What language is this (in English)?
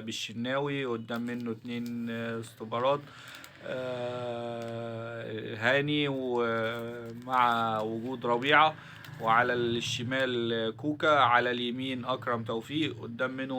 Egyptian Arabic